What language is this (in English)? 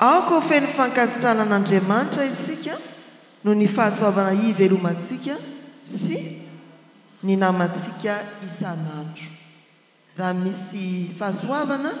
Malagasy